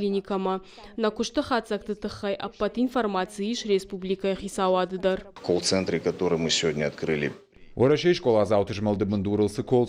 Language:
Ossetic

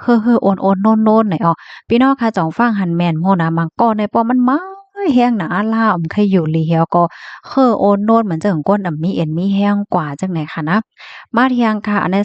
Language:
Shan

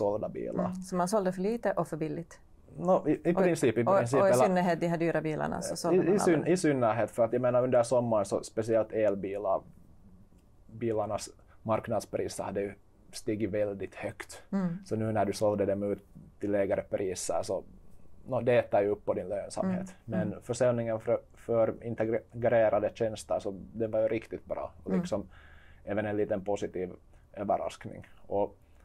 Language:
Swedish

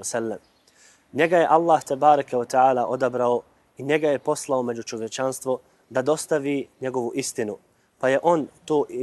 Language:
Bosnian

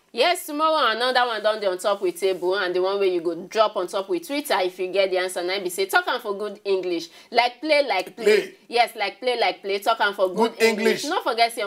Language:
Nigerian Pidgin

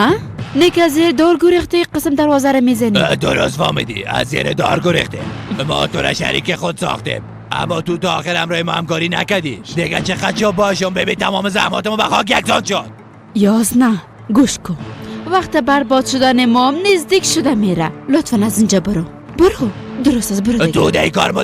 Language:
Persian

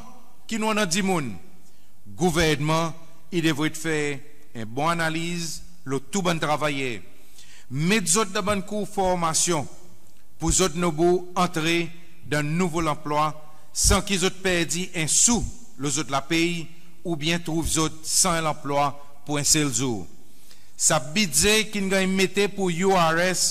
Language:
Seselwa Creole French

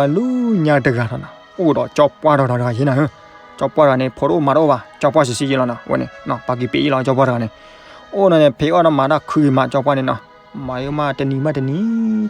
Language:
S'gaw Karen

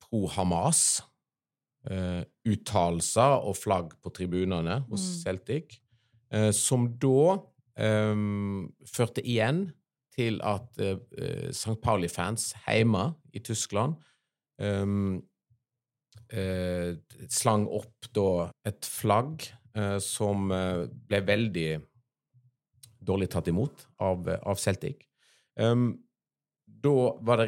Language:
Norwegian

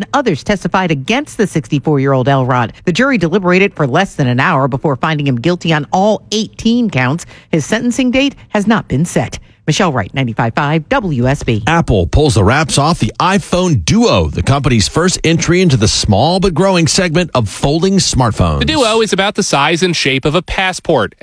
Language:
English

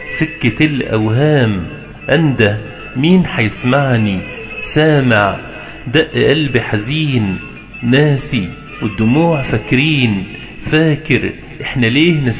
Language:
Egyptian Arabic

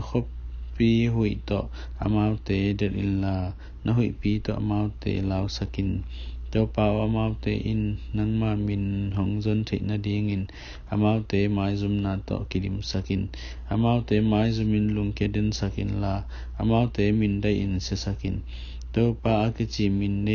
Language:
Tedim Chin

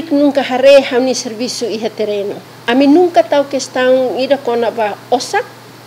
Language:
Tetum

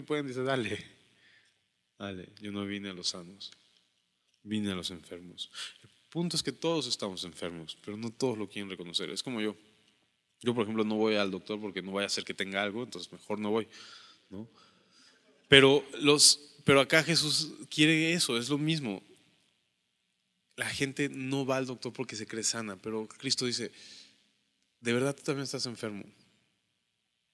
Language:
Spanish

